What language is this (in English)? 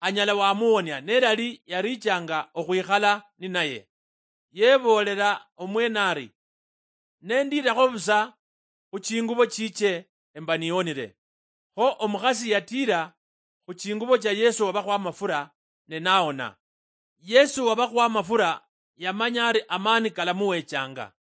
Luyia